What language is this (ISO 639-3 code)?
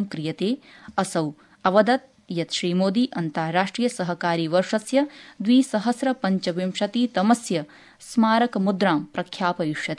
san